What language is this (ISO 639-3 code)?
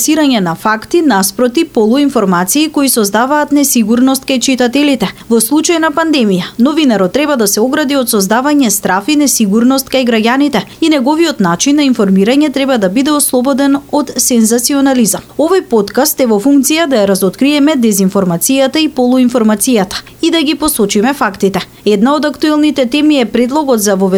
mkd